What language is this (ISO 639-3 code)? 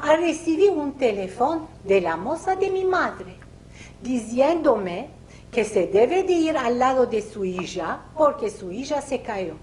lad